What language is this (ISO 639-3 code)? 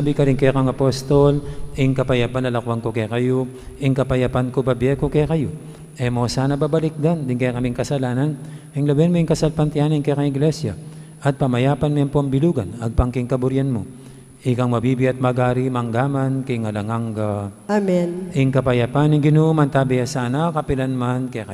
pam